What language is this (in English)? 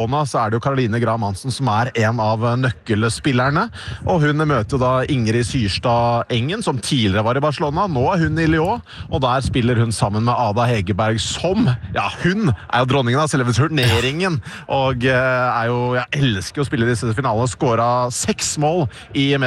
Norwegian